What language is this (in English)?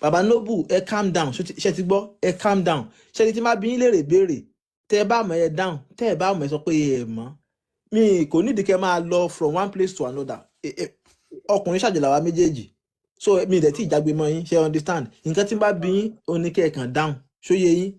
Yoruba